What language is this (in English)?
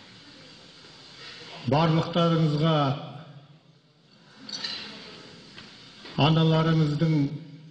Kazakh